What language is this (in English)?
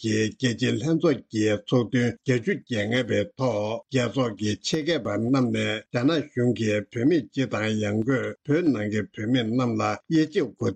Tibetan